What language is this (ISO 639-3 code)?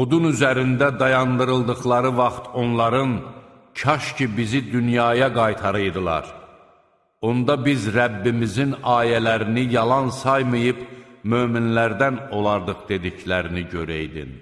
aze